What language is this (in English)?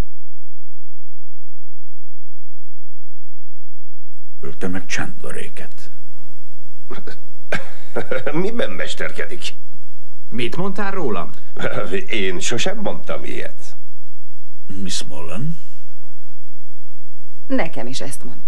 Hungarian